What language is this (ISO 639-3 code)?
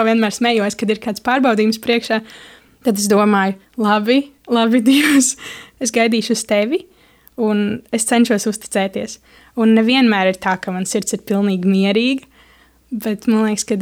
lav